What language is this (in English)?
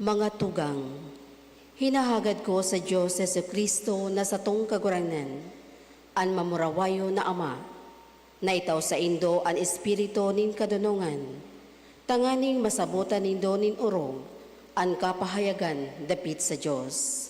Bikol